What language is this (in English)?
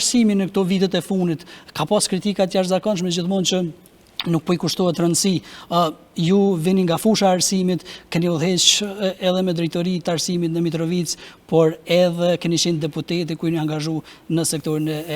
Albanian